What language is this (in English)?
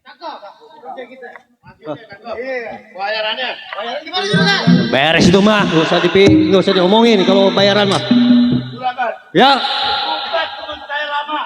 Betawi